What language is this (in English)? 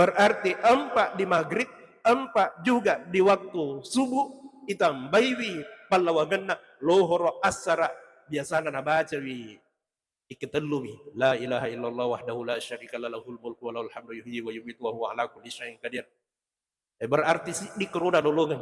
Buginese